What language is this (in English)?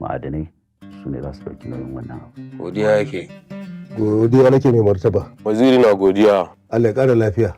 Hausa